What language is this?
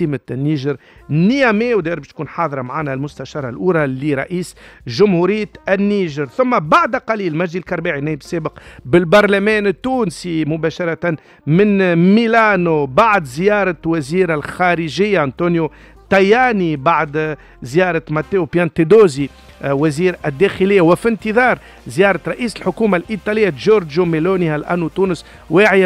Tunisian Arabic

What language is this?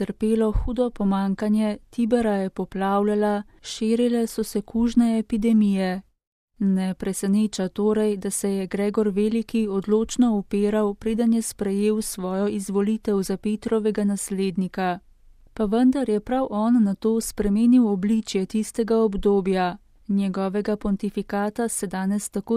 Slovenian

